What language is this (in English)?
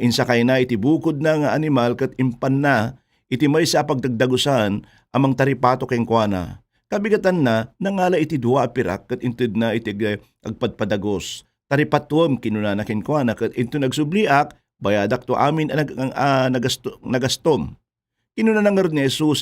Iloko